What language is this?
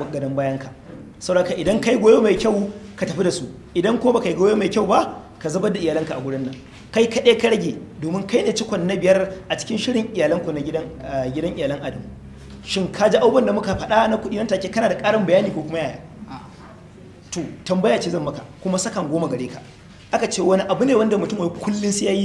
Hausa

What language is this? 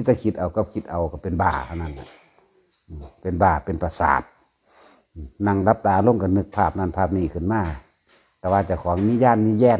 Northeastern Thai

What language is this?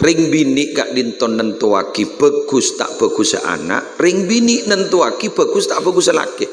Madurese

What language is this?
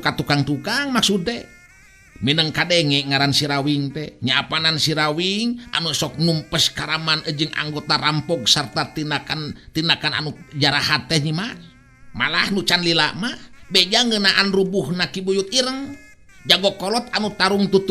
Sundanese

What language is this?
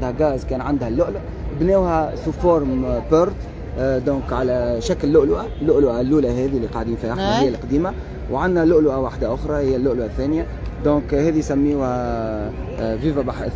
Tunisian Arabic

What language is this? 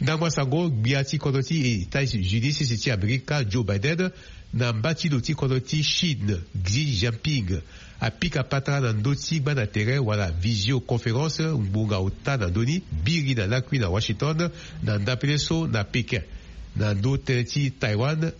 Sango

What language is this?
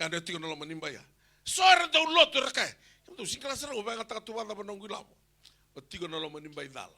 Fijian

